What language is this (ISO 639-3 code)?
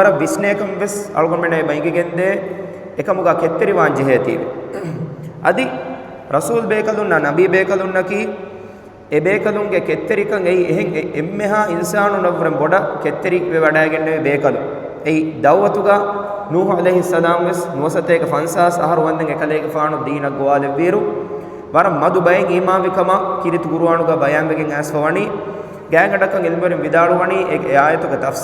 div